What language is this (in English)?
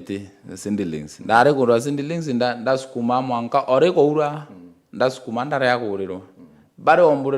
Meru